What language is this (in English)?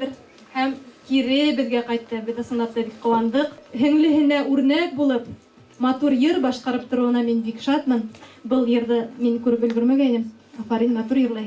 Bashkir